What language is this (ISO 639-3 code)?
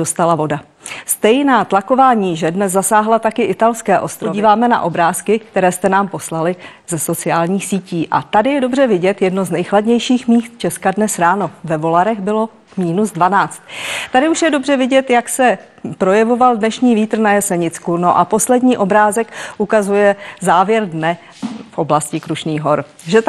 ces